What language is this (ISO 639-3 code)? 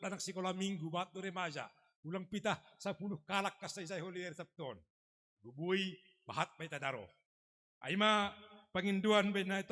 bts